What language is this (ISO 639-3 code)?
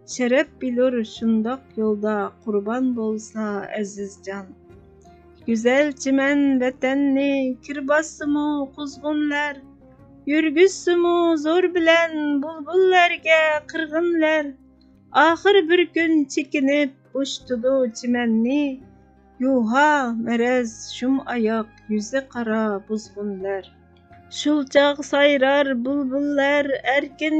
uig